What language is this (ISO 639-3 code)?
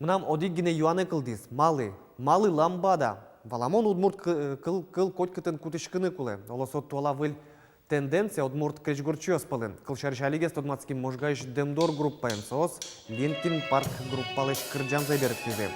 udm